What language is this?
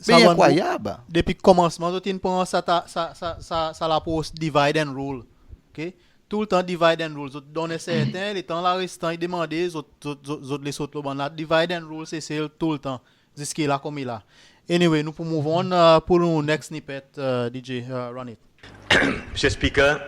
Seselwa Creole French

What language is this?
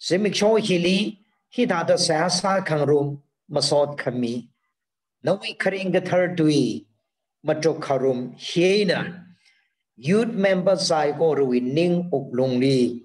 Tangkhul Naga (India)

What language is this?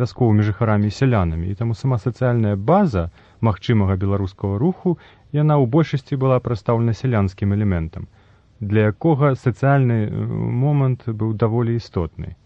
Belarusian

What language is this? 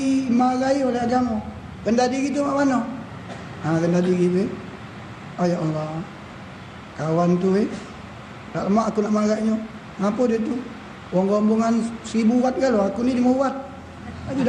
Musi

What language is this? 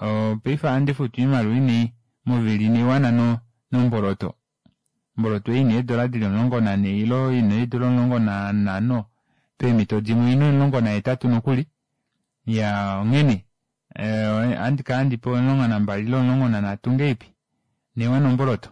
Kuanyama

